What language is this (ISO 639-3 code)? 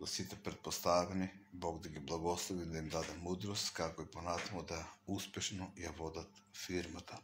mkd